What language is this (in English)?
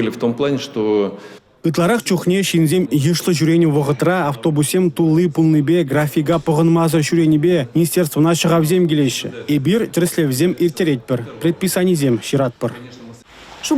Chuvash